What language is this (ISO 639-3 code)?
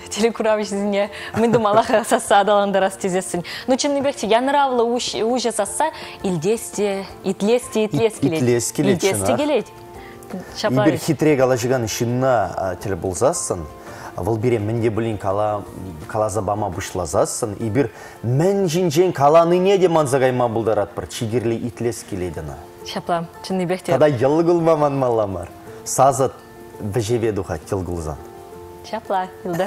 chv